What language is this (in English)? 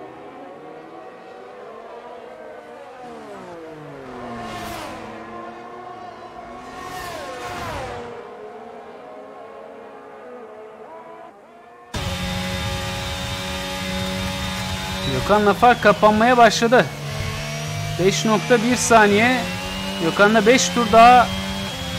Turkish